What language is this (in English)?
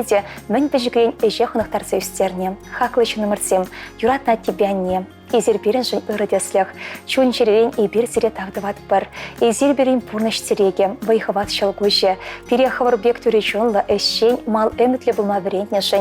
Chuvash